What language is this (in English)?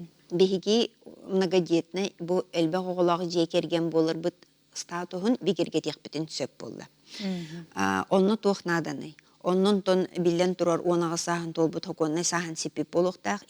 Yakut